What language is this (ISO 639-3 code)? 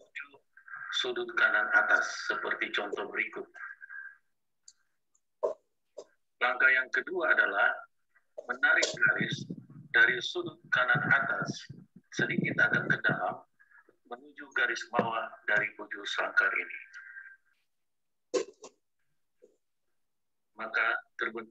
ind